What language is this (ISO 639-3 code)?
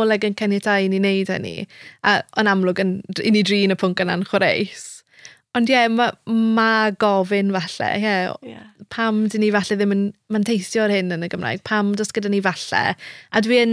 cym